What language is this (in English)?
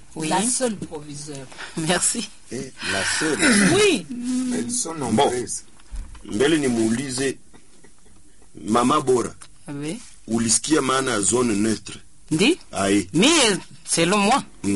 Swahili